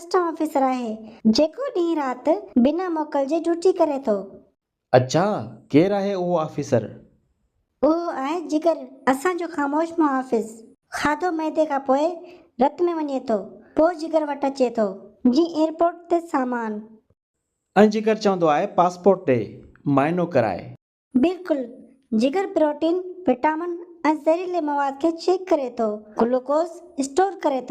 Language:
Sindhi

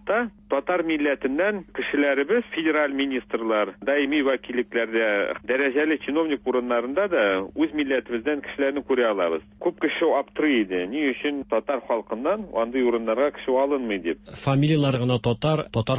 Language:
Tatar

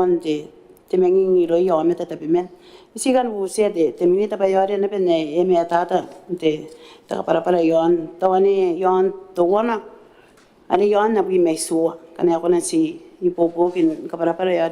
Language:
Gilbertese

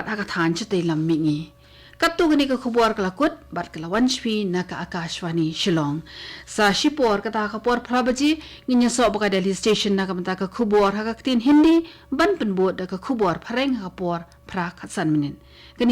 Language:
Khasi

